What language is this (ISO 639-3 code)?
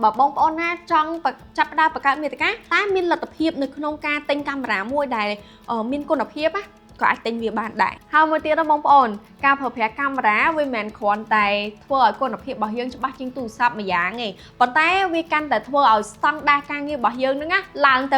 khm